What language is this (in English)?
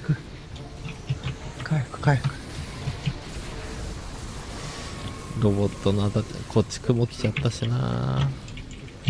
Japanese